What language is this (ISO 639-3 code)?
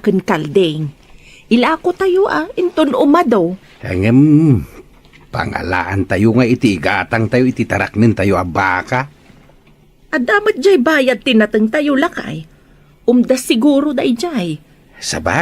ilo